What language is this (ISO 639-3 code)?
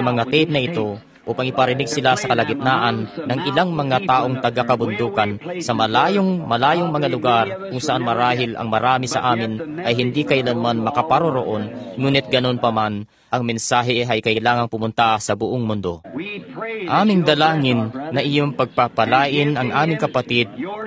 fil